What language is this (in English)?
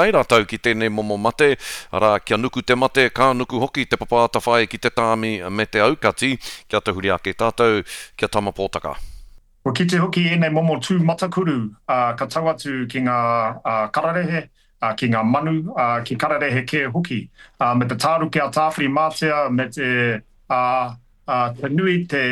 Māori